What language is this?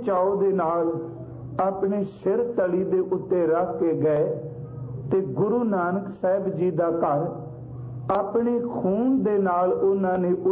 Punjabi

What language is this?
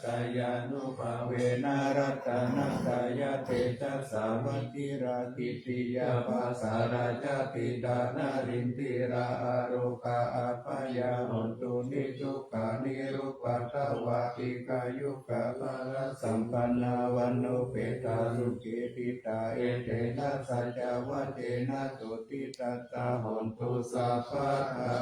Pali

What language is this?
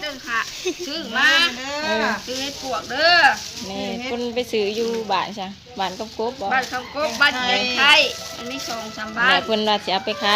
Lao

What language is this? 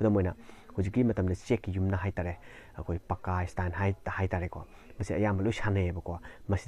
Manipuri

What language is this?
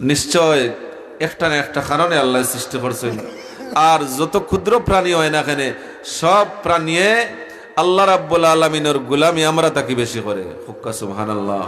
Sylheti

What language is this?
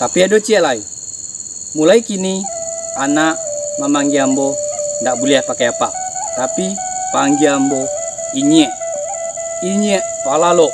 Minangkabau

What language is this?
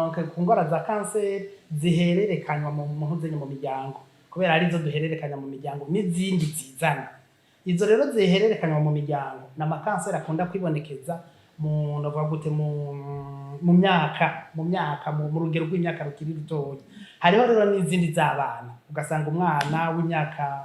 Rundi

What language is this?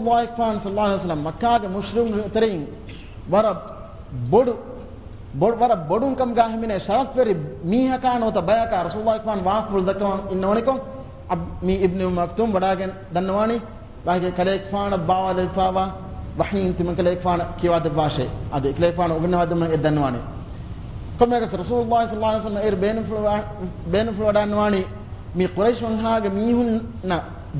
Divehi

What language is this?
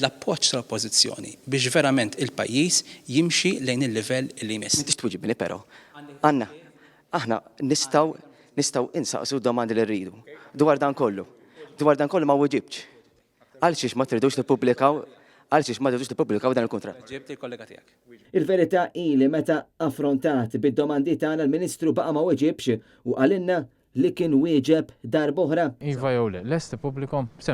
Maltese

